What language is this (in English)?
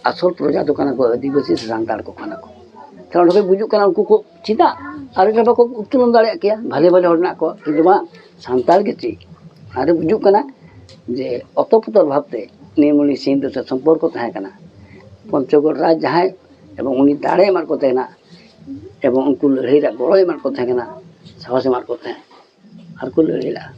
Santali